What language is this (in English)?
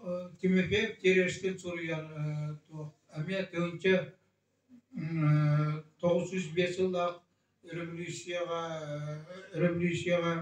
Yakut